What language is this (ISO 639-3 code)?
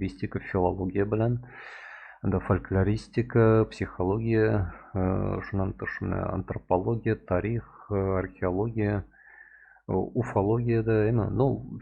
tat